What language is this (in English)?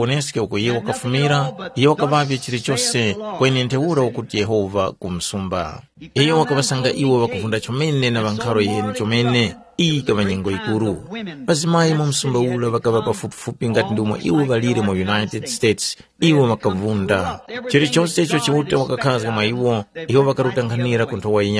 Tumbuka